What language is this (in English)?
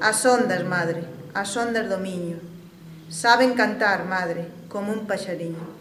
Galician